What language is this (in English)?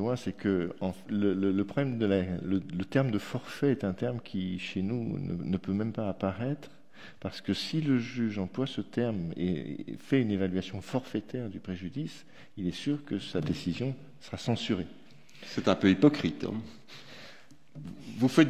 French